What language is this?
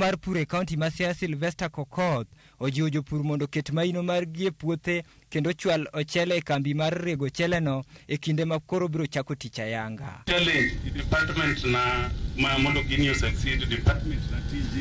Luo (Kenya and Tanzania)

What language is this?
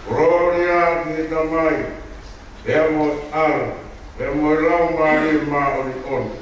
Tongan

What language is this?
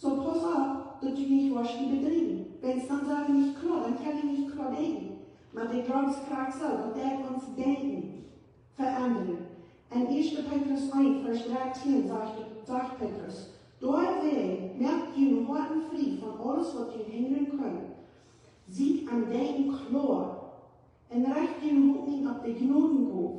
Plautdietsch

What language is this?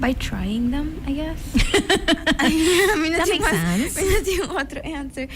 Papiamento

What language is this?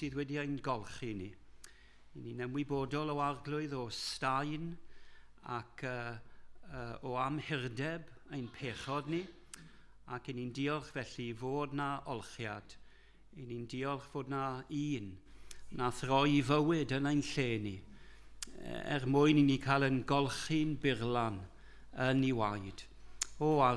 Welsh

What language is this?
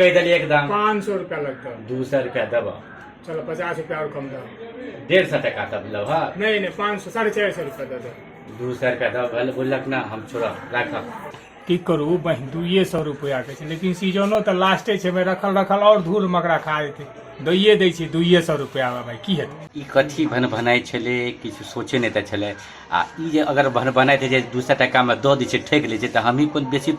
Maithili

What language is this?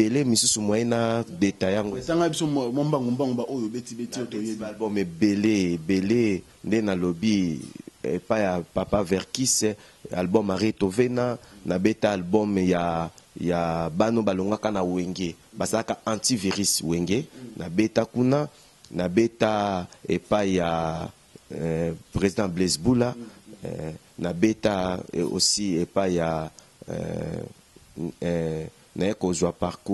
Lingala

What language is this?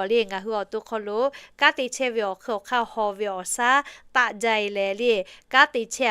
Lahu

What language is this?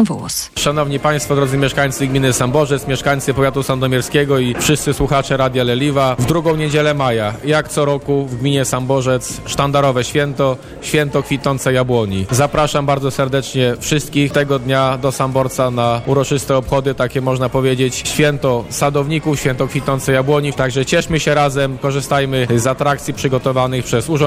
Polish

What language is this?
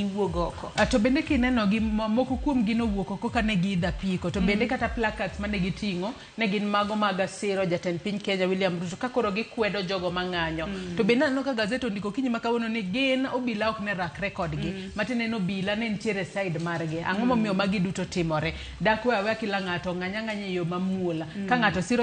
Luo (Kenya and Tanzania)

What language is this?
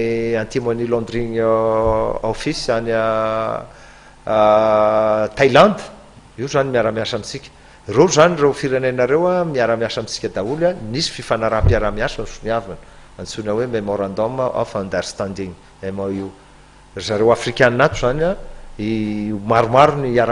Malagasy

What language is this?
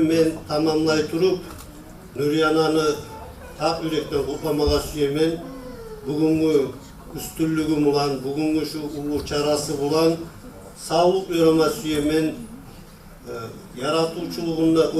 Kumyk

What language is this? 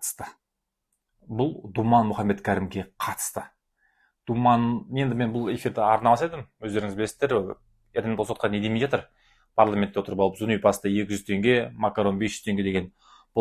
Kazakh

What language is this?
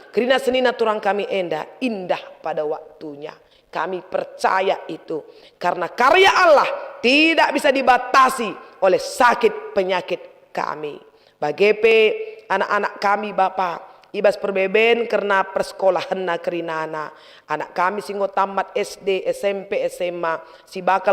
Batak Karo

